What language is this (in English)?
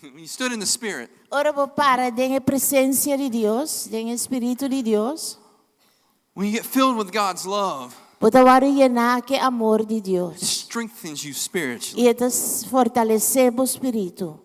Papiamento